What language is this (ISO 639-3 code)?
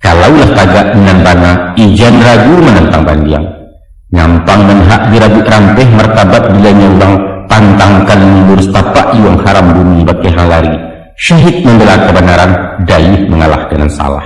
min